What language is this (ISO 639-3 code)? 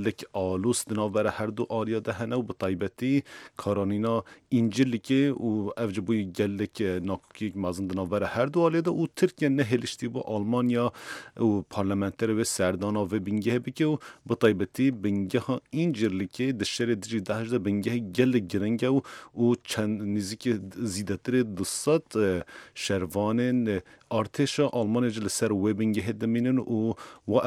kur